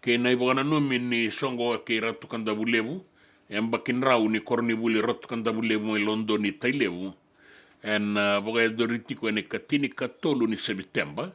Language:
Fijian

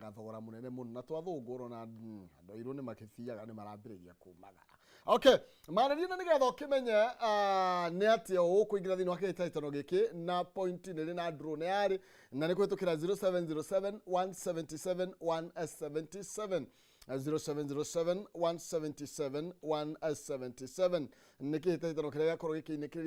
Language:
Kikuyu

